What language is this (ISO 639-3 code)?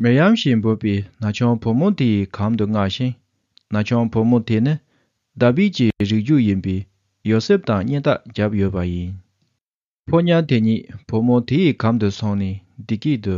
bod